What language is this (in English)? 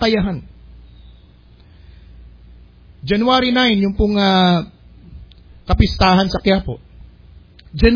Filipino